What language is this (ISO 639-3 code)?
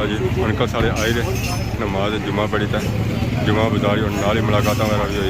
phr